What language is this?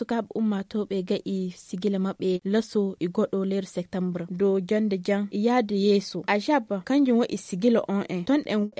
Fula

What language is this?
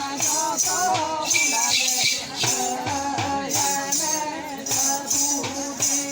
Santali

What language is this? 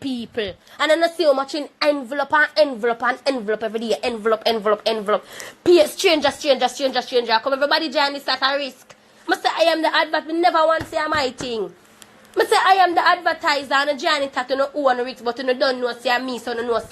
Jamaican Creole English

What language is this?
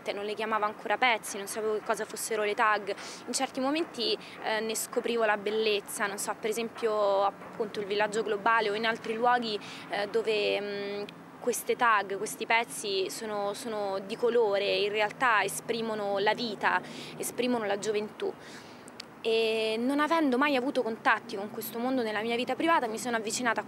Italian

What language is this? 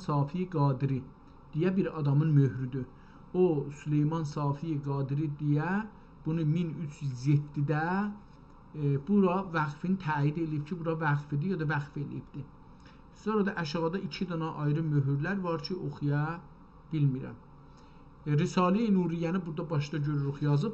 South Azerbaijani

